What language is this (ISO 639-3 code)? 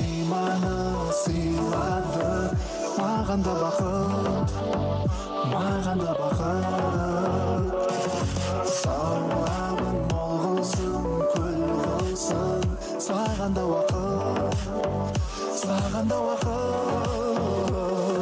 kaz